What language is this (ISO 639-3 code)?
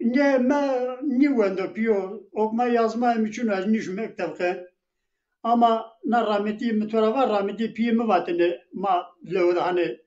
zza